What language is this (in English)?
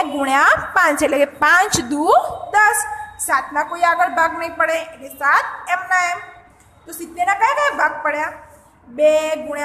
Gujarati